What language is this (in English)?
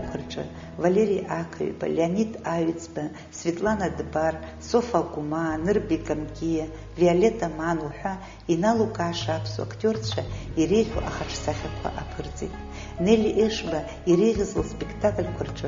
Abkhazian